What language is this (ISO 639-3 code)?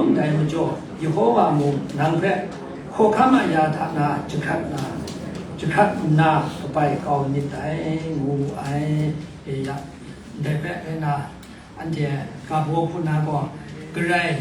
kac